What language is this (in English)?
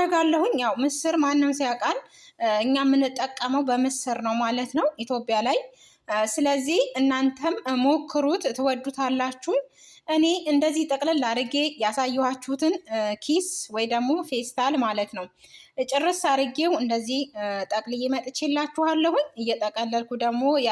Amharic